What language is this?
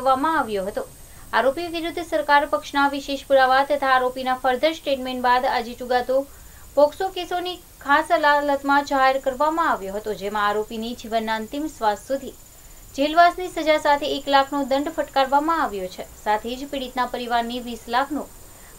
Gujarati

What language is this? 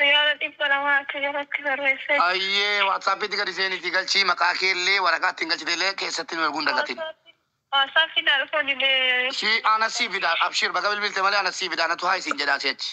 Oromo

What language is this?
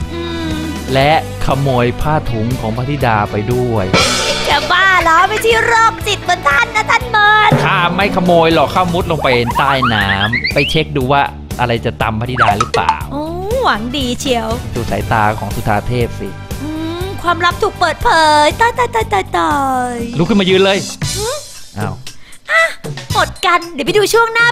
Thai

